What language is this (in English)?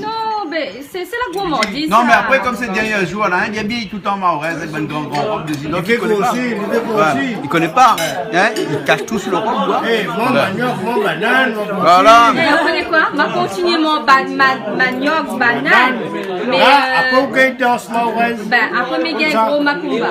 Réunion Creole French